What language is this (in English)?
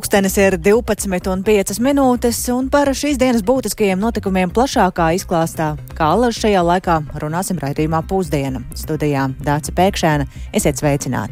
Latvian